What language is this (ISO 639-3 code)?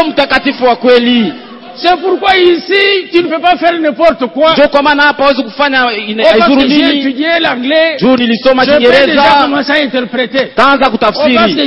swa